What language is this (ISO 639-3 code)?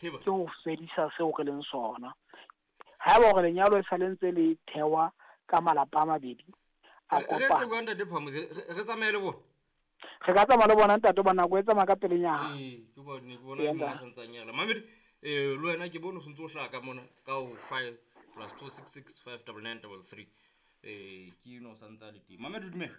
sot